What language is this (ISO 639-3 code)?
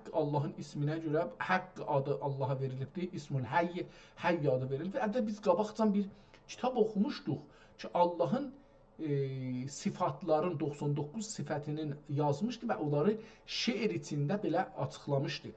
azb